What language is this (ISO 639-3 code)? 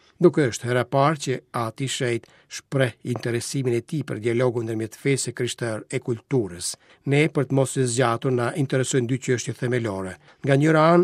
sqi